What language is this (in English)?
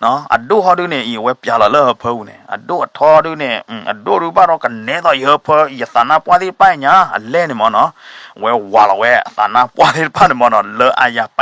S'gaw Karen